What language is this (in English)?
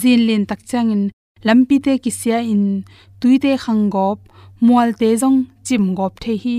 Tedim Chin